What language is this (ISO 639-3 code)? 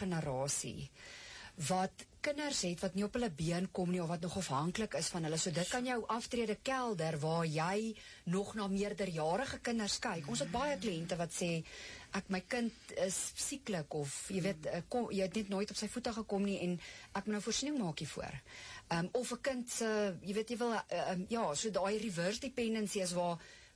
afr